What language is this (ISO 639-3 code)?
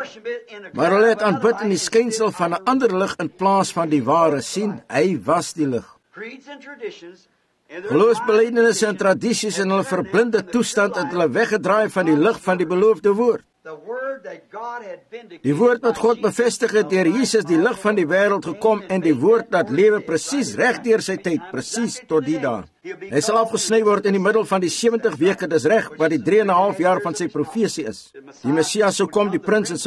afr